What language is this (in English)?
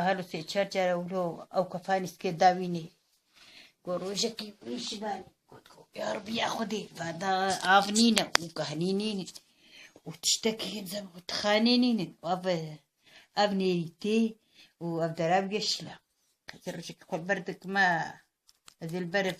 Kurdish